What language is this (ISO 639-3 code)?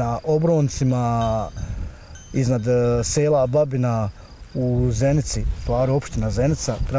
bos